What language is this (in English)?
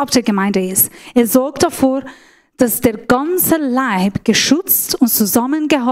Swiss German